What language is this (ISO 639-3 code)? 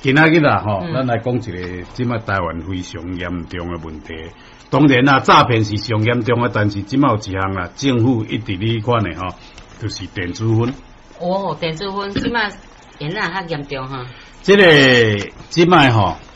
nan